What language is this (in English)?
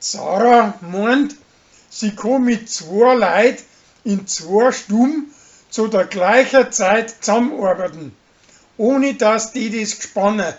Bavarian